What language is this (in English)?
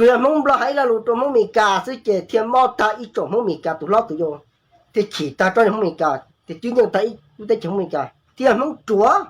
Hmong